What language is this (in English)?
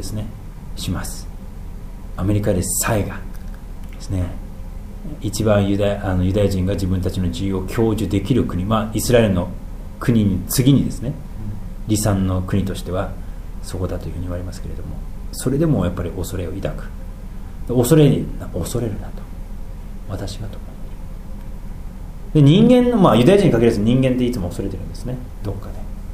Japanese